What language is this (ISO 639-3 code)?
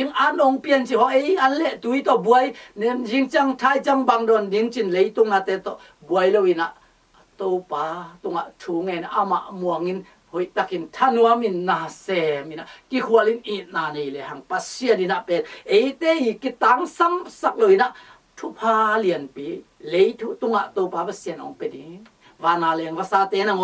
ctd